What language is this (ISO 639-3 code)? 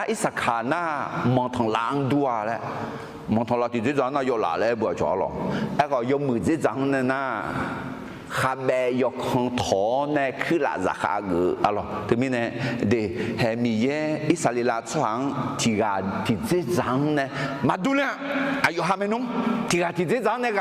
ahk